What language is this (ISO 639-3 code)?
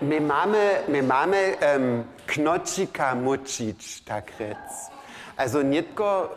hsb